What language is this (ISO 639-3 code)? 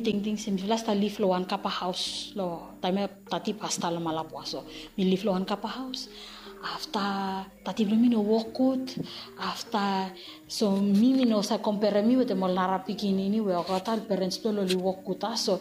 bis